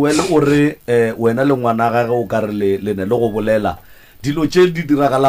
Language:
Northern Sotho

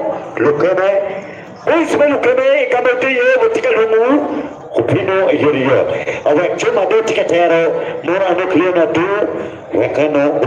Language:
Acoli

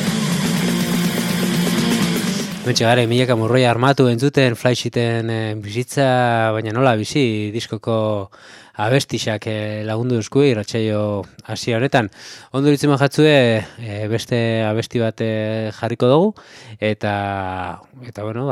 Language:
Basque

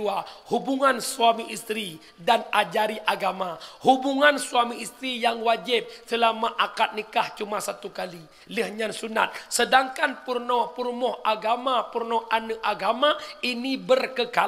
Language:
Achinese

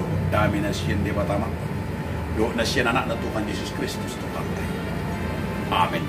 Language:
Batak Toba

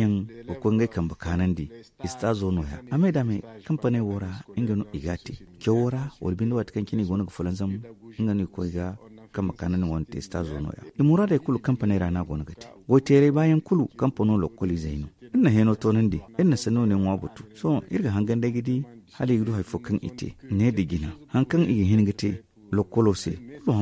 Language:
Zarma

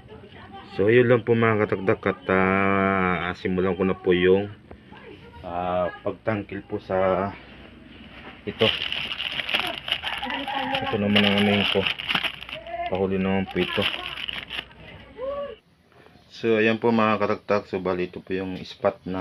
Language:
Filipino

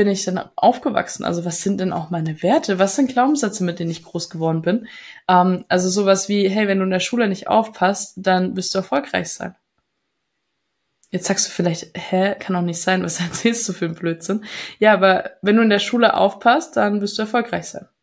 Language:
German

